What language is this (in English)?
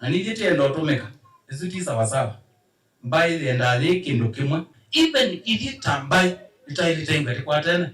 Kamba